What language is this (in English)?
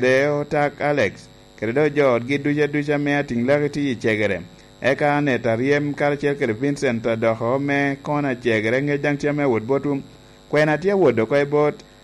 Lango (Uganda)